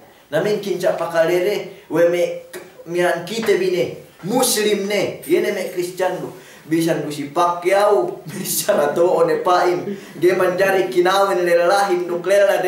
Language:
Yakan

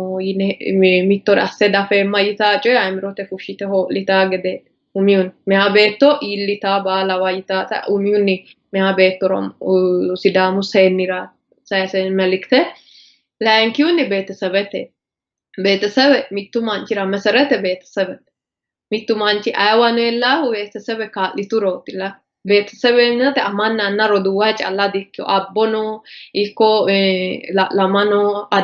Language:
Sidamo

